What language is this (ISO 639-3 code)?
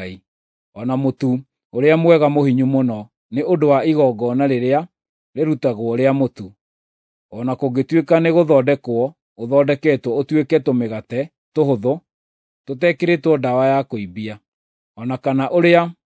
kik